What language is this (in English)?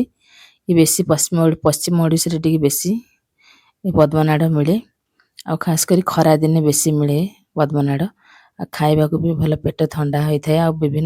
Odia